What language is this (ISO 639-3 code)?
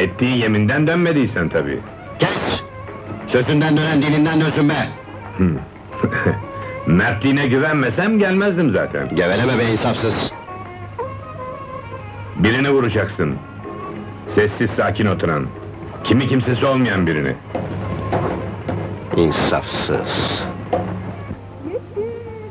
tur